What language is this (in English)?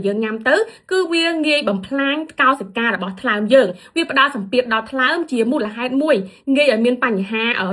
Khmer